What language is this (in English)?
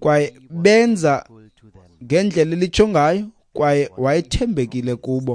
Xhosa